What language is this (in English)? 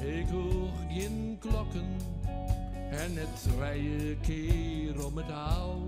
Western Frisian